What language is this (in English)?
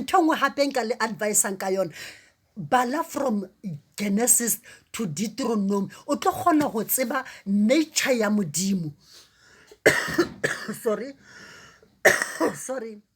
Southern Sotho